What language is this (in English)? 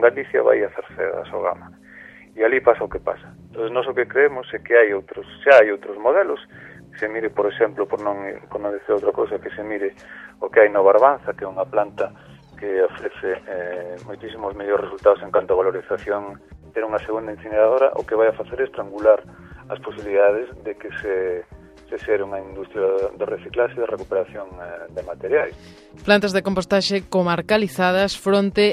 Galician